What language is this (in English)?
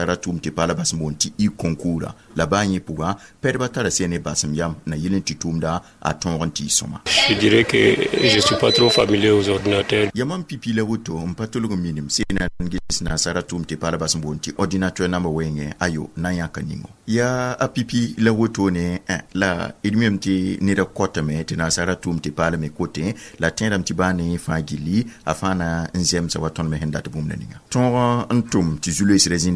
Mossi